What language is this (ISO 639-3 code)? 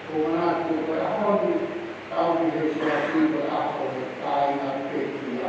ton